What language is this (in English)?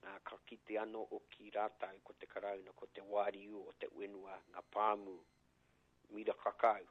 Māori